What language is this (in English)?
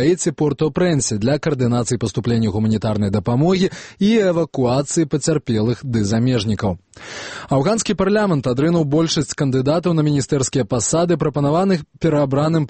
Belarusian